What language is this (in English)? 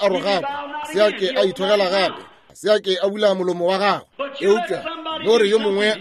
Northern Sotho